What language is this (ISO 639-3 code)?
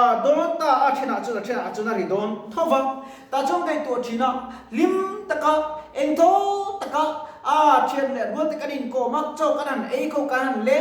lus